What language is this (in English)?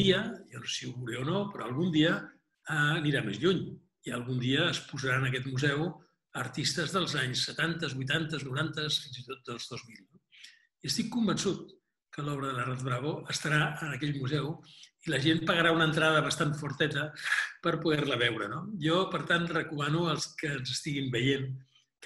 Catalan